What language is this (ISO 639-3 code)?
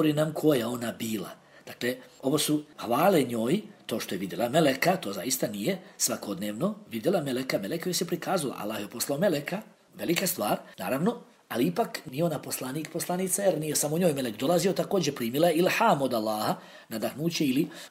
bos